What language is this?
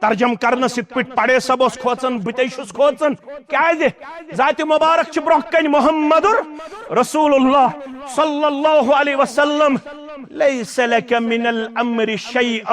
Kashmiri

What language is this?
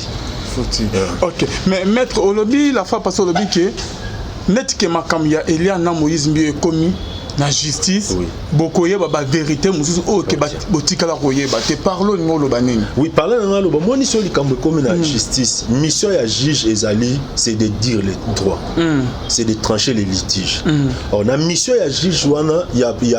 Lingala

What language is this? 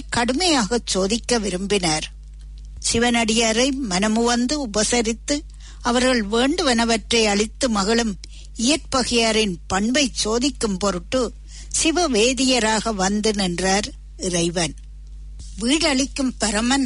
Tamil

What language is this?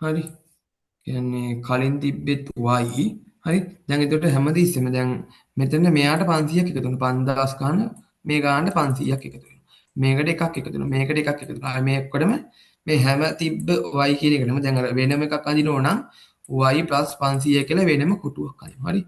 Sinhala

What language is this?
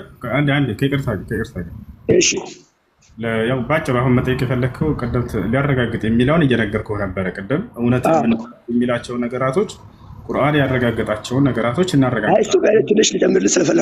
Amharic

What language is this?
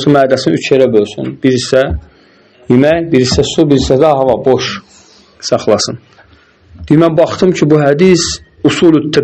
Azerbaijani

